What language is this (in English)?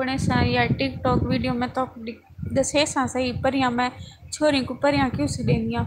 Saraiki